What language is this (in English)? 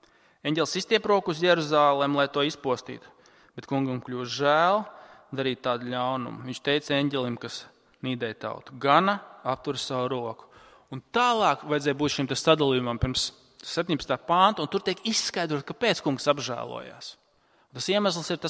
Latvian